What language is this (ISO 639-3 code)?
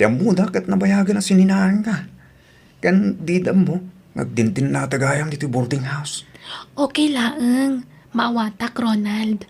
ilo